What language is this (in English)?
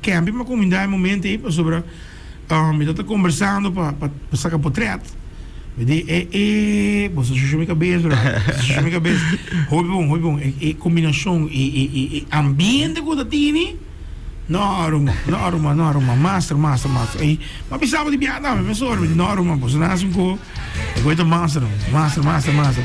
Papiamento